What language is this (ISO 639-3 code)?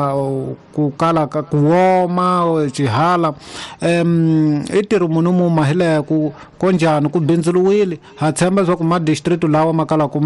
tso